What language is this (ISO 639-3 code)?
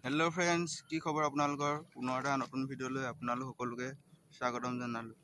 asm